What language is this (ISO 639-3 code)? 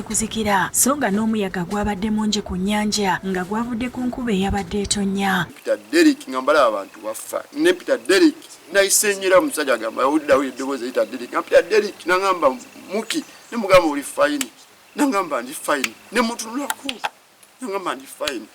lug